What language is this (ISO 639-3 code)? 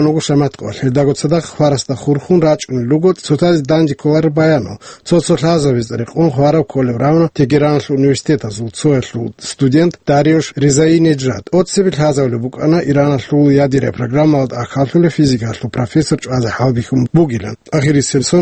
ava